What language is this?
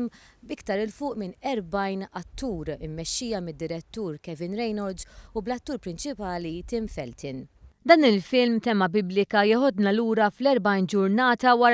Maltese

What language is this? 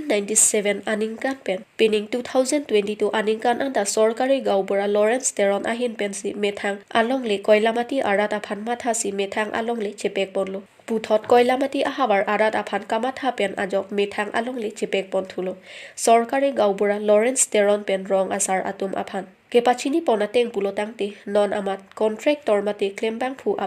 Karbi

